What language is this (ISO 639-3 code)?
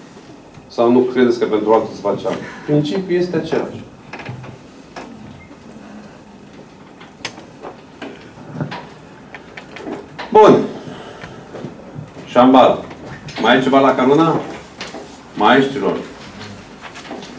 ron